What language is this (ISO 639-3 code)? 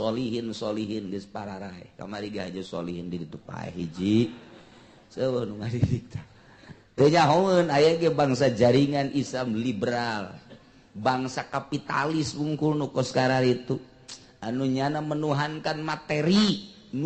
sun